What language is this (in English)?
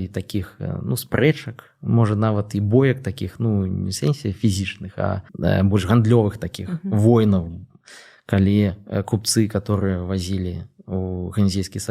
Belarusian